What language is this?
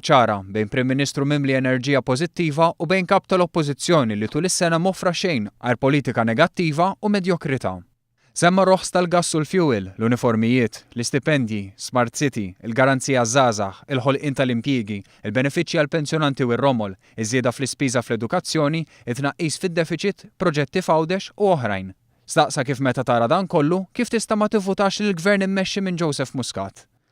Maltese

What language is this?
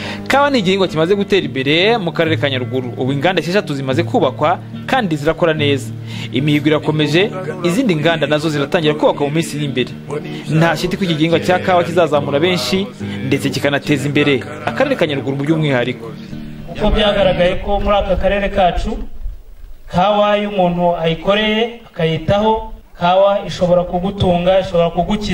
Kinyarwanda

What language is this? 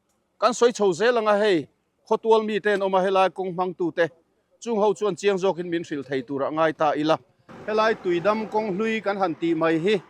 Mizo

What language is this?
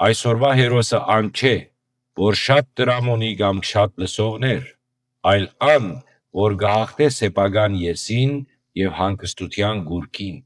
Western Armenian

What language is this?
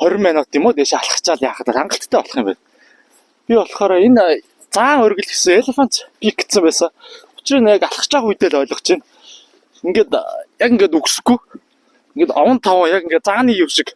Mongolian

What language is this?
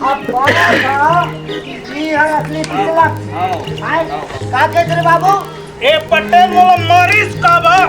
Chhattisgarhi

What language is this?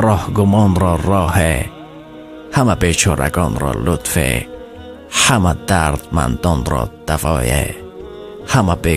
Tajik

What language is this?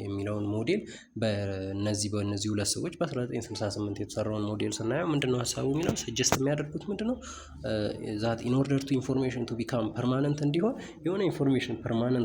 Amharic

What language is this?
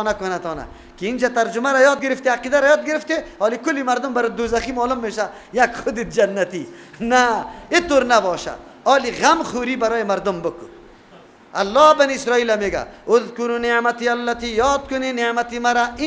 Persian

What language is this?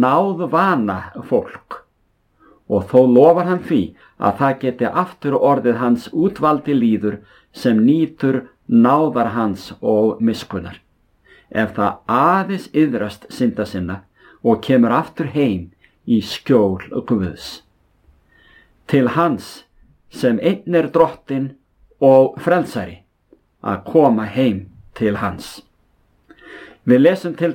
Icelandic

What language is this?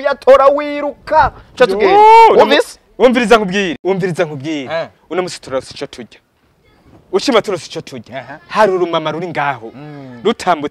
Rundi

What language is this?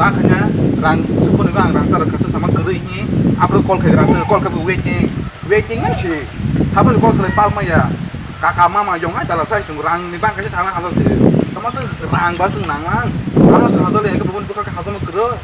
Kok Borok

